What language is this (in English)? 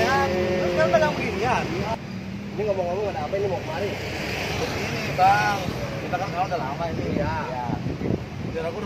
Betawi